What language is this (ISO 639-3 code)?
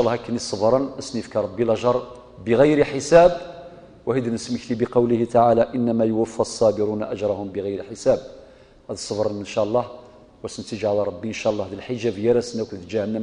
kab